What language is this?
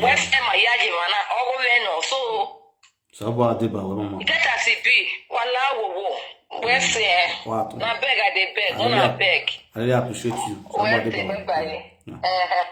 Nigerian Pidgin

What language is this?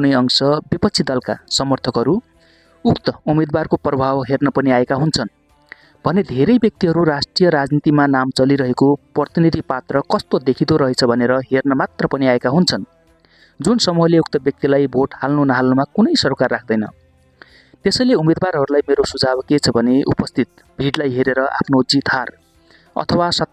Nepali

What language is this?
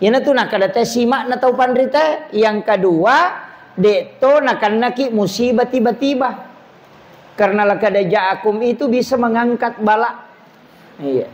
Buginese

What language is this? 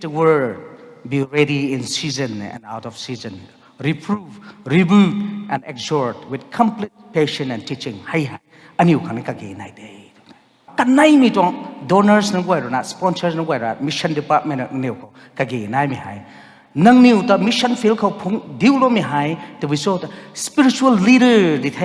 Rongmei Naga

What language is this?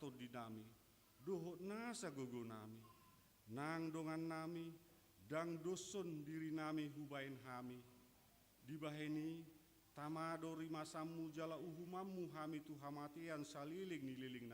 Batak Toba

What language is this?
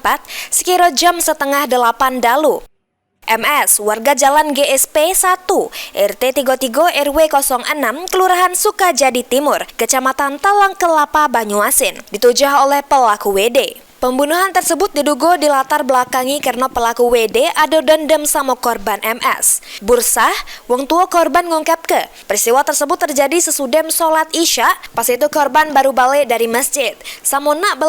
Musi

